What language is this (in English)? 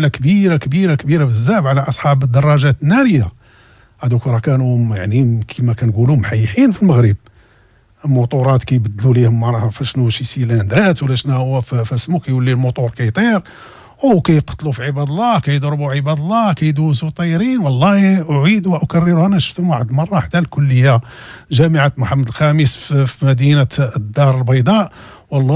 Moroccan Arabic